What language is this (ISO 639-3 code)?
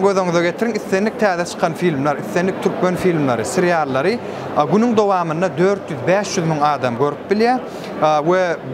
tuk